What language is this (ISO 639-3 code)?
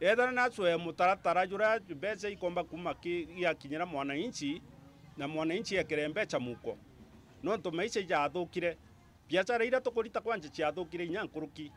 mer